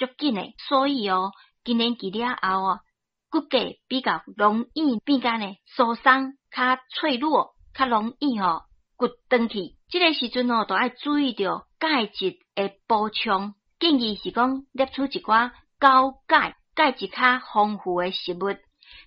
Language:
Min Nan Chinese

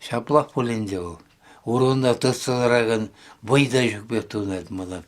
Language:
Chuvash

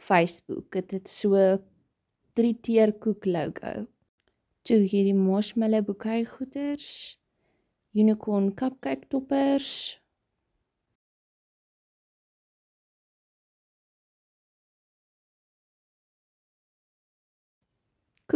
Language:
Afrikaans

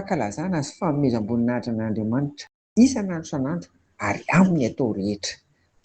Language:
Malagasy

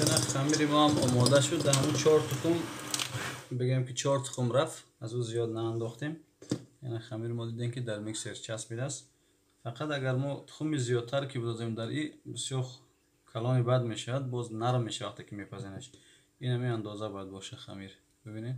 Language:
Tajik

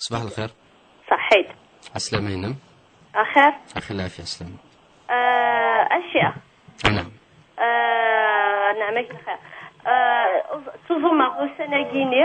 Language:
Kabyle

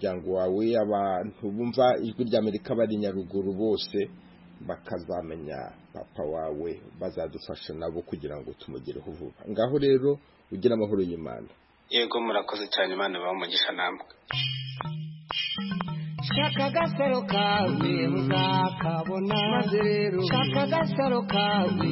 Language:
Kinyarwanda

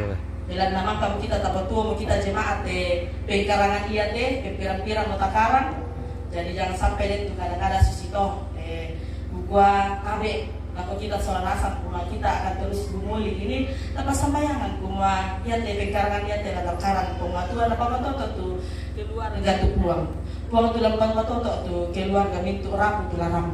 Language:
Toraja-Sa'dan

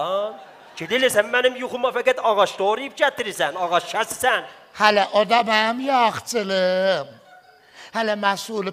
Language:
South Azerbaijani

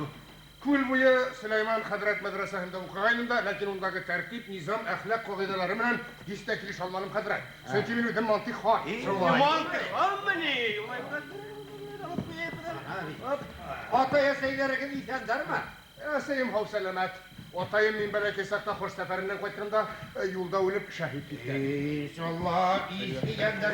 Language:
Bashkir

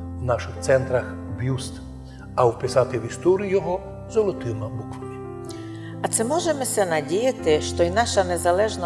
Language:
Rusyn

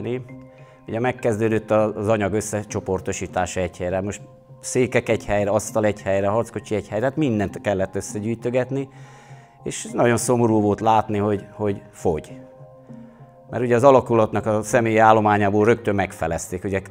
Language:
Hungarian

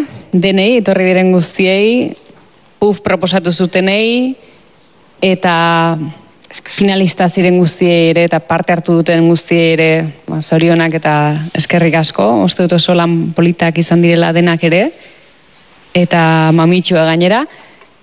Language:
Basque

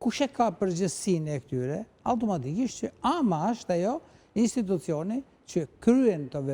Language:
Albanian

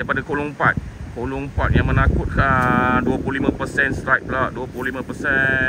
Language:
Malay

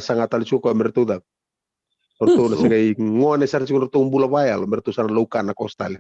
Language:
Fijian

